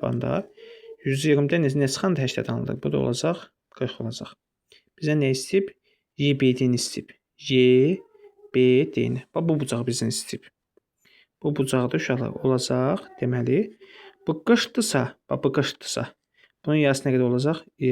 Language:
Azerbaijani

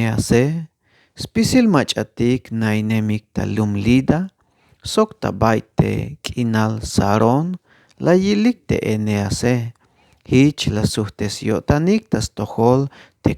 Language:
Tzeltal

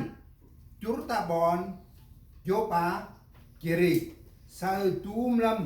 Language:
Central Mnong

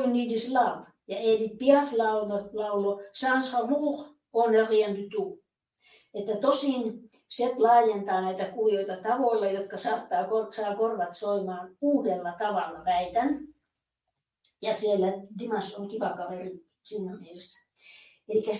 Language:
Finnish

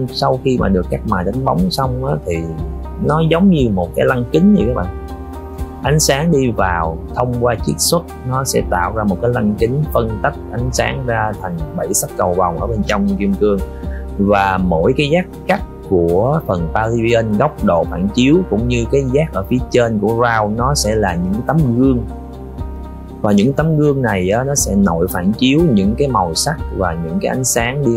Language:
Vietnamese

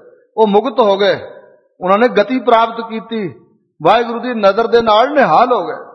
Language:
Punjabi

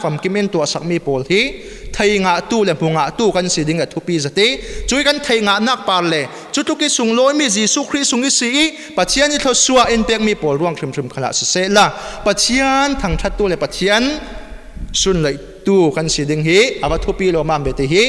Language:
Falam Chin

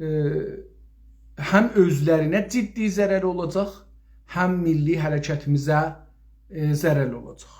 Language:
South Azerbaijani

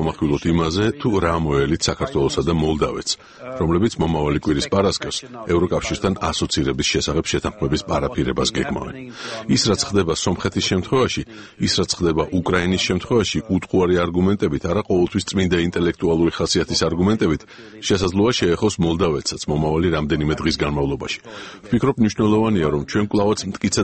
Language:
Georgian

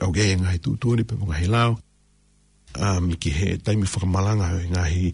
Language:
Tongan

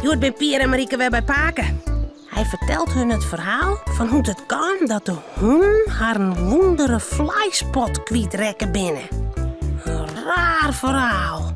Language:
Western Frisian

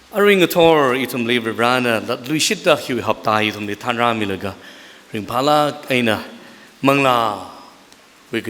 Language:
Tangkhul Naga (India)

